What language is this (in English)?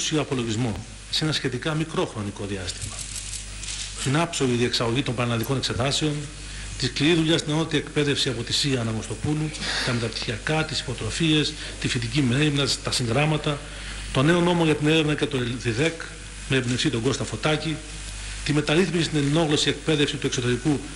Greek